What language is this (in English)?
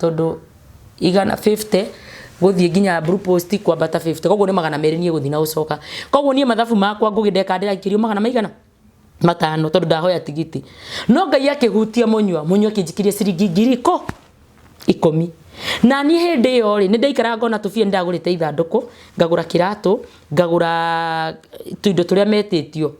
Kikuyu